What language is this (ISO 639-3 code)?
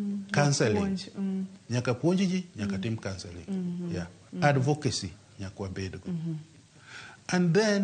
luo